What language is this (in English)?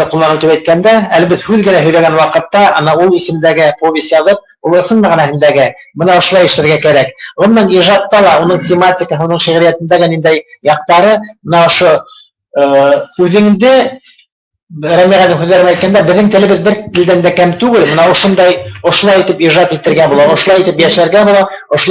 Bashkir